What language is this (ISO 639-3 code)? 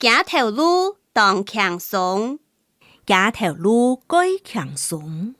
hak